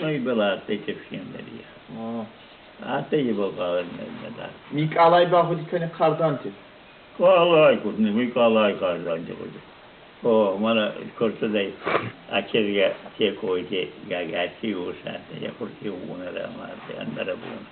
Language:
Ossetic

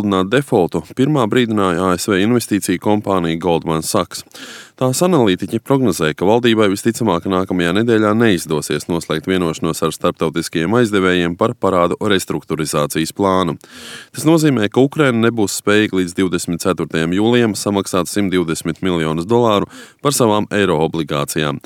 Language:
Latvian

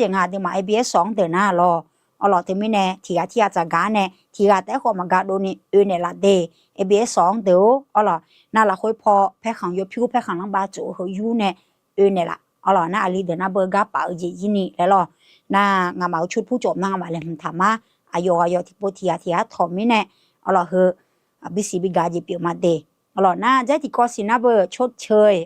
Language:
Akha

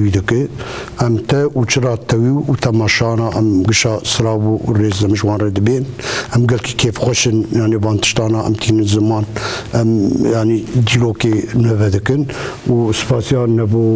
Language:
Kurdish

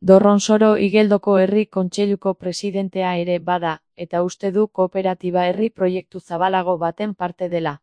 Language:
Basque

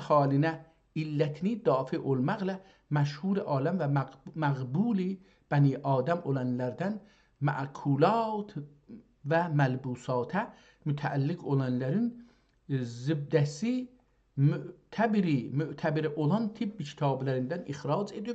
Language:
South Azerbaijani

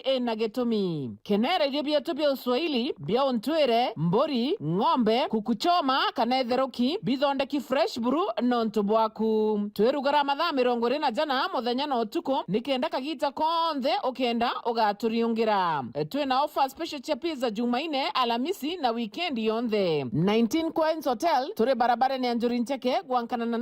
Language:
Meru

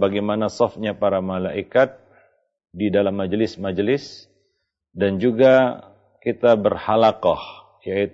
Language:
Indonesian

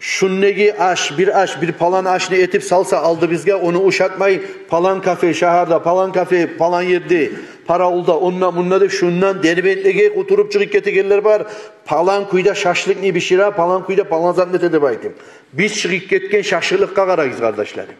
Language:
Kumyk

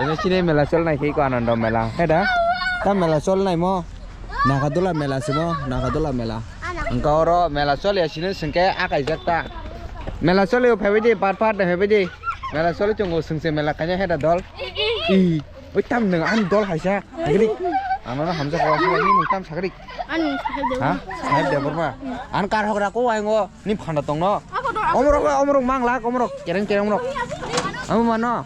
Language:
Kok Borok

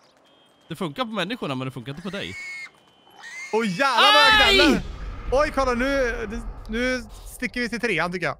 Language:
Swedish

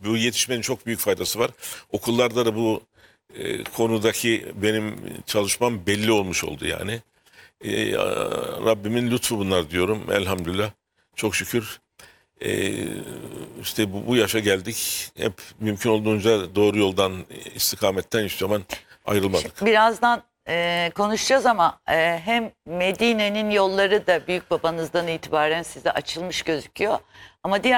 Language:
Turkish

